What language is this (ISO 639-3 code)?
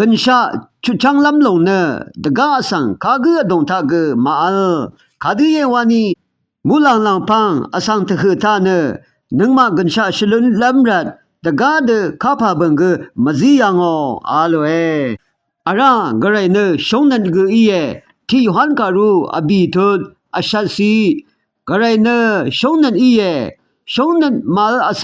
raw